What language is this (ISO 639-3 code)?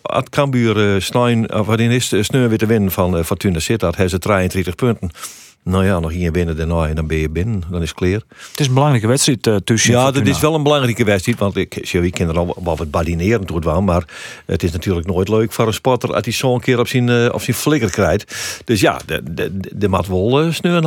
fry